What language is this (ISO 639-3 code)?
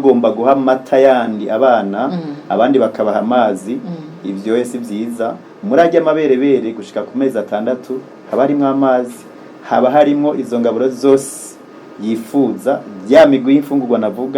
run